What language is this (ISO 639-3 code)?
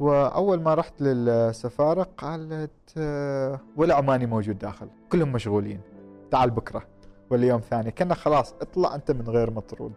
afb